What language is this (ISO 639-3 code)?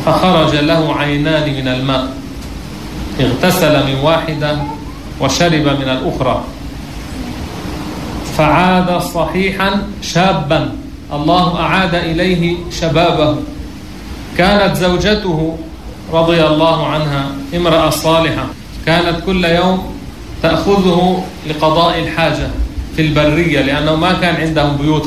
ara